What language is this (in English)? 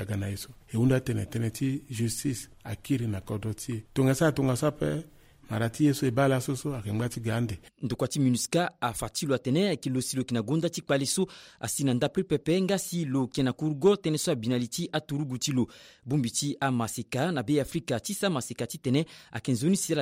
Sango